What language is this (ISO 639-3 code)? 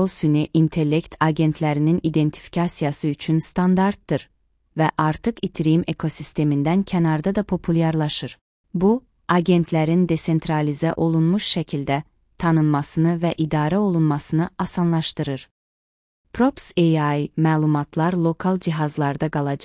aze